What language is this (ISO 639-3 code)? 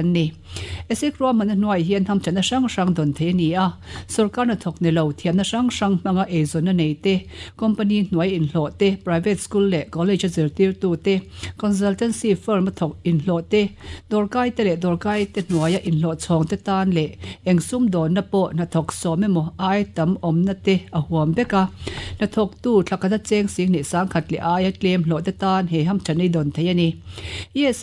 lus